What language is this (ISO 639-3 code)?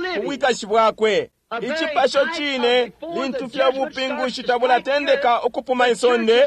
bem